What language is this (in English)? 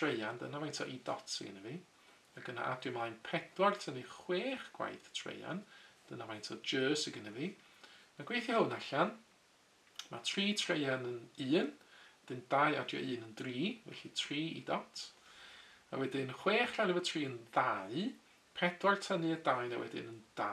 Welsh